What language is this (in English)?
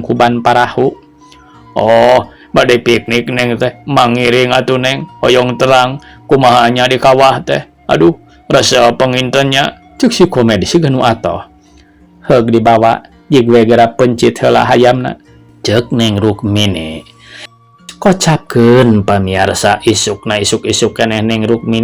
Sundanese